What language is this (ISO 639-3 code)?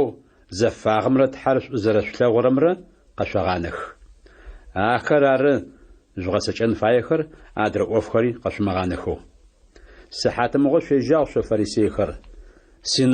ady